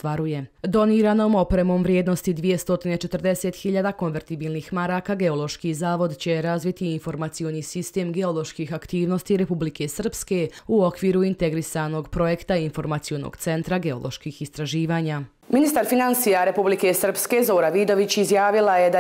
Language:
Croatian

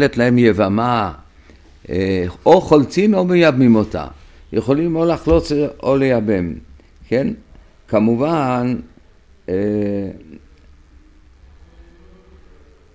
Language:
Hebrew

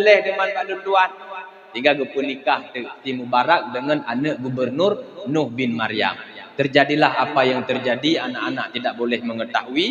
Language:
Achinese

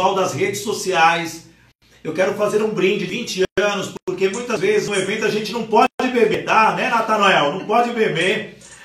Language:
Portuguese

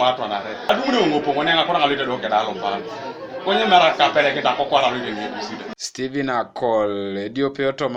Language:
Teso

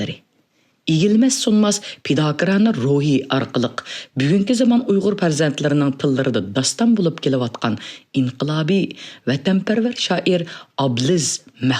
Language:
Uyghur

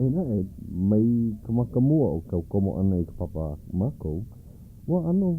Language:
Hawaiian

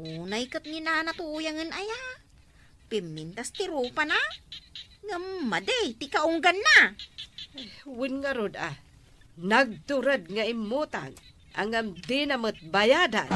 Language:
Iloko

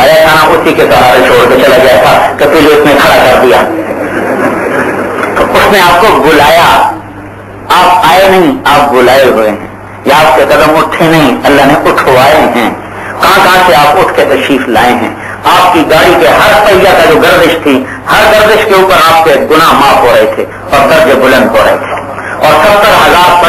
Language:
Urdu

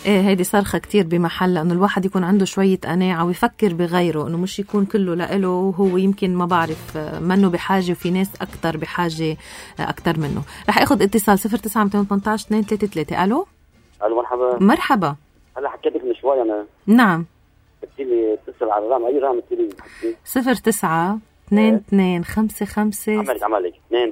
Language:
North Levantine Arabic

